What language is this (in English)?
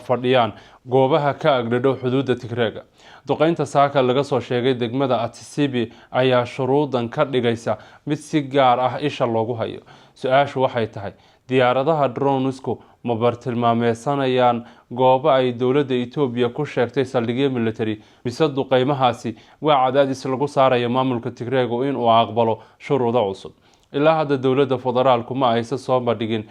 Somali